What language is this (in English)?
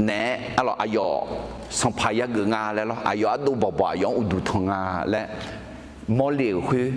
Akha